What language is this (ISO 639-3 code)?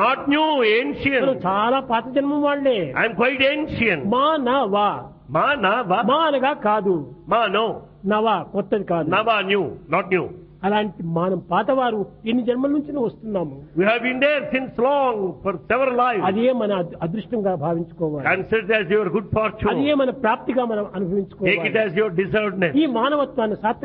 tel